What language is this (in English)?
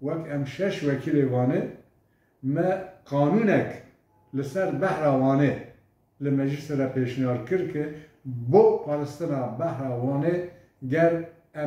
Kurdish